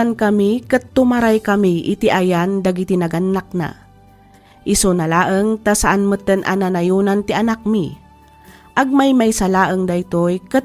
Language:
Iloko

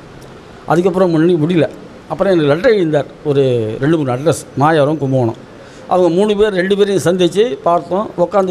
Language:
Tamil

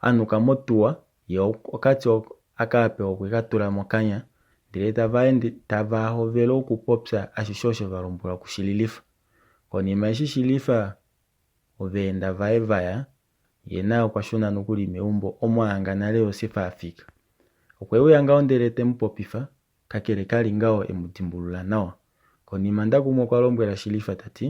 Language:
Kuanyama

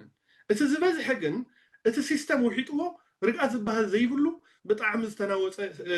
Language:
Tigrinya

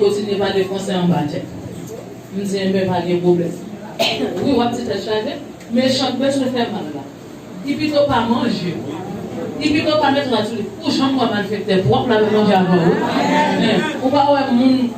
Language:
Haitian Creole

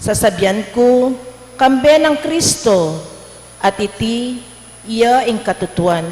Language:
Pampanga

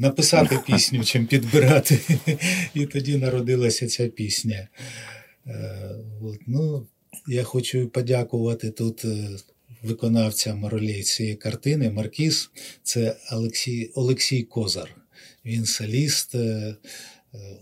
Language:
Ukrainian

